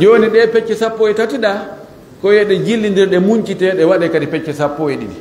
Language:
Fula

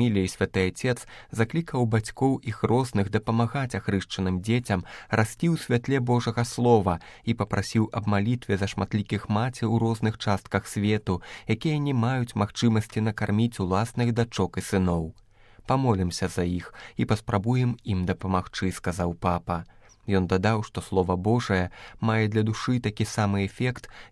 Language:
Belarusian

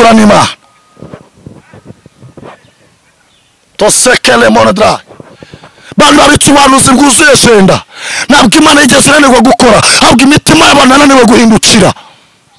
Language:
Kinyarwanda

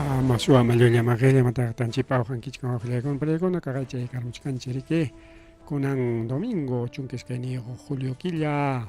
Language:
Ayacucho Quechua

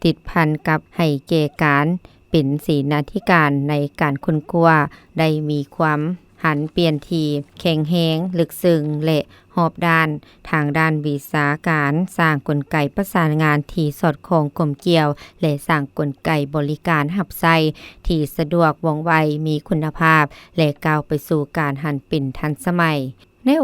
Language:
Lao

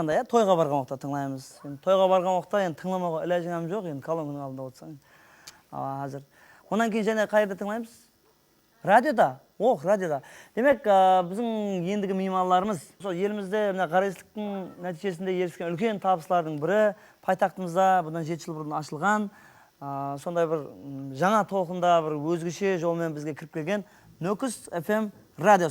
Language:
Kara-Kalpak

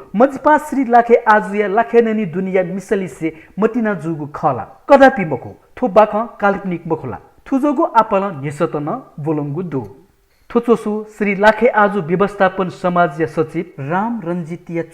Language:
Newari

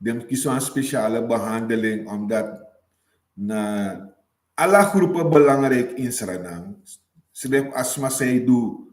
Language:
Sranan Tongo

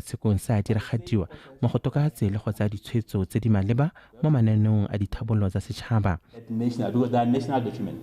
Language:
Tswana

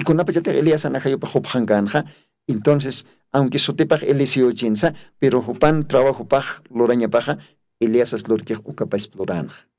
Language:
Aymara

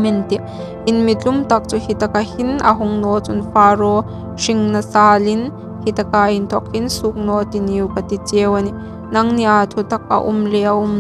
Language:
Hmar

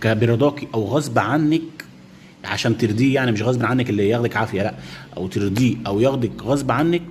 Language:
Egyptian Arabic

